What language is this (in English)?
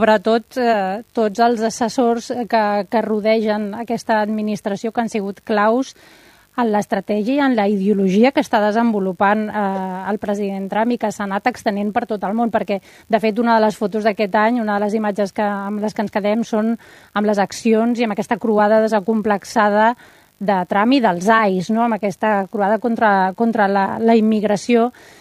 Catalan